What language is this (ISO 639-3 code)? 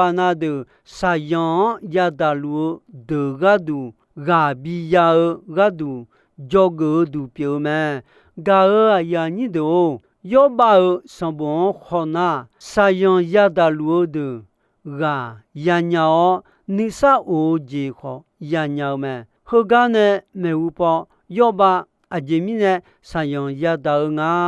ahk